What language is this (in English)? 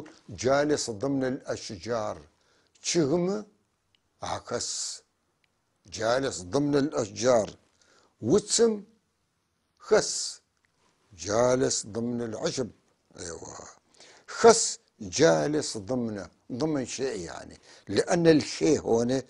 North Levantine Arabic